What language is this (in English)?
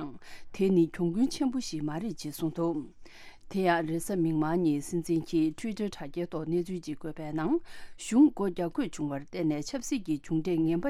Tibetan